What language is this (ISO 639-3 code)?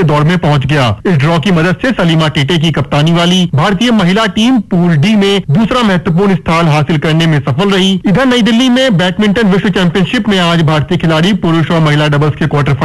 hin